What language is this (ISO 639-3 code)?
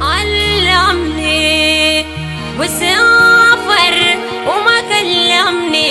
fub